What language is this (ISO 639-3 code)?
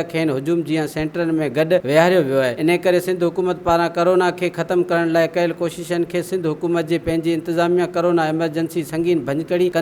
snd